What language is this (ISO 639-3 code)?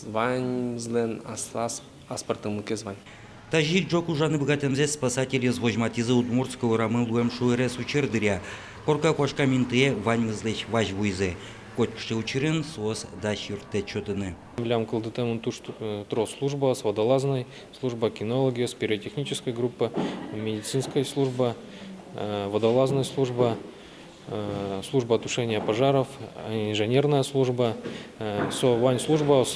udm